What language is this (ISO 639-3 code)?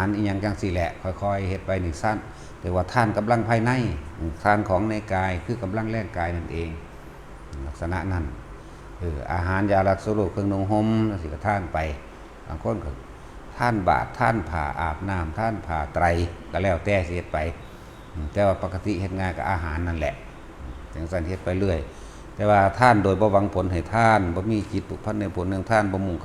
tts